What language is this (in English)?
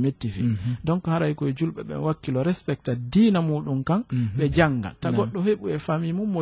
Fula